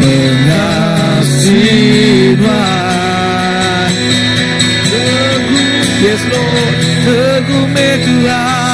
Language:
Iban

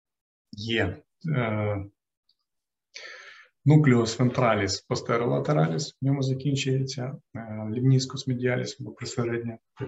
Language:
Ukrainian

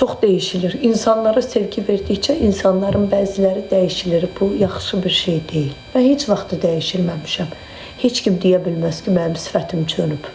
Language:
Azerbaijani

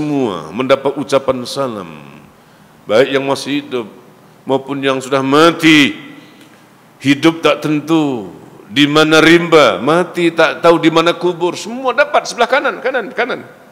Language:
Malay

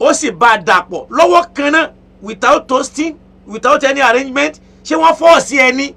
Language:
Yoruba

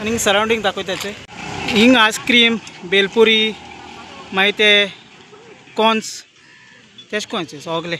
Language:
Konkani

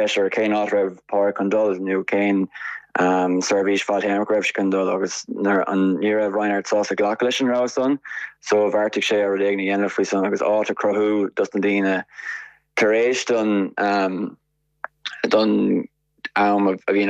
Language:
Irish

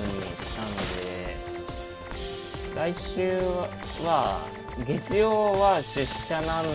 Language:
Japanese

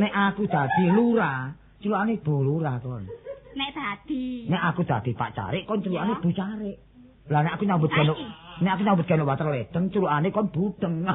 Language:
Javanese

